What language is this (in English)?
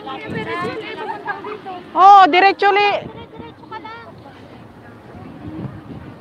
Filipino